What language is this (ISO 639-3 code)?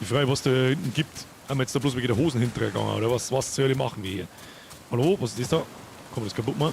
bar